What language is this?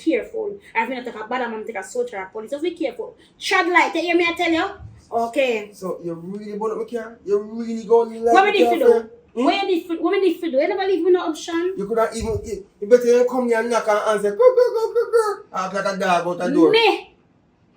Jamaican Creole English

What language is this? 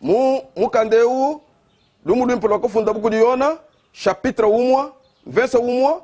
Luba-Lulua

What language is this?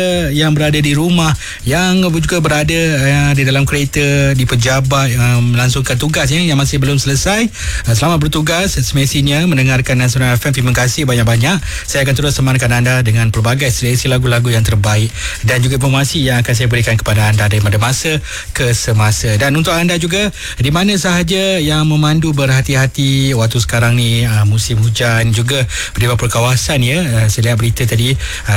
Malay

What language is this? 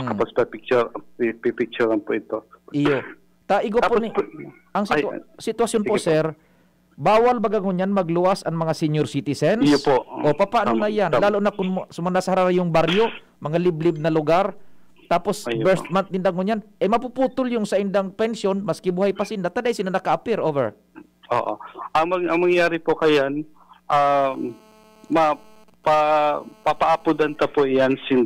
Bikol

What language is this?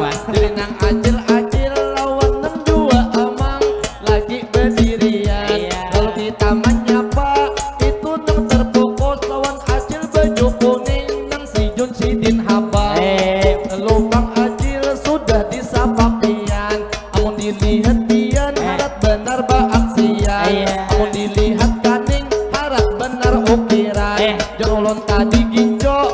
Banjar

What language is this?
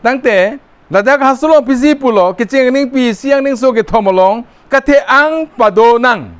Karbi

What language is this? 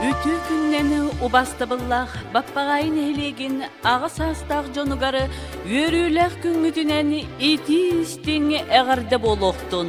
Yakut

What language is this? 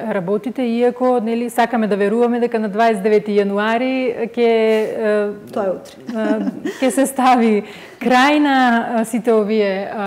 Macedonian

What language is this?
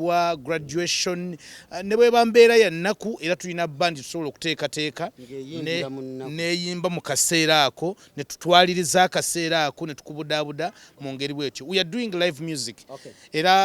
Ganda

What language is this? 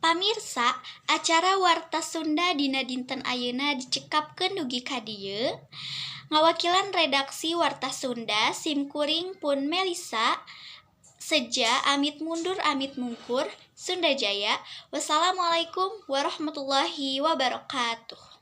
Sundanese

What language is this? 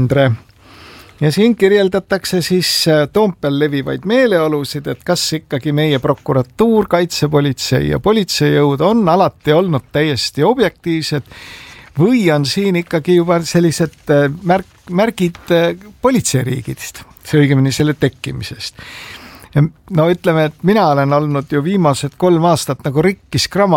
Estonian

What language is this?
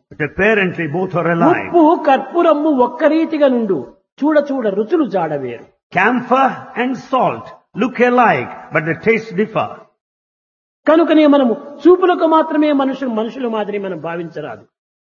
Telugu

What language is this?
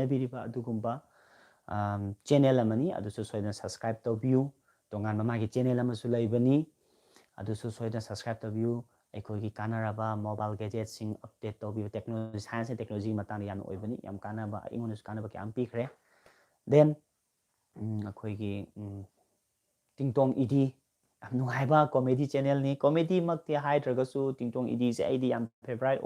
Manipuri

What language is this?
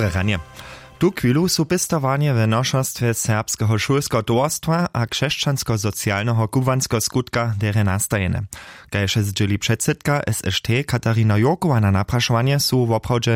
Upper Sorbian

